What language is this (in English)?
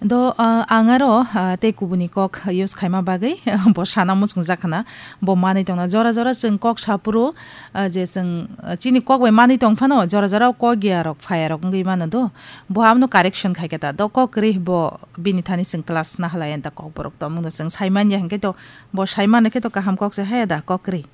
Kok Borok